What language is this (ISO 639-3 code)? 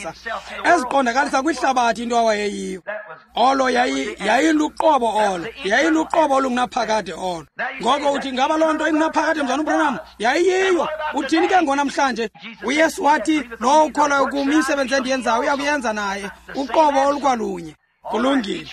xho